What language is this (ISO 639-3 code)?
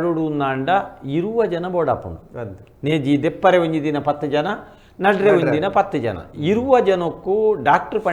tcy